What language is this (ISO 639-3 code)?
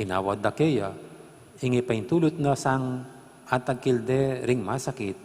pam